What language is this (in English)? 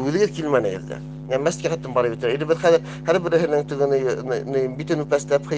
Bashkir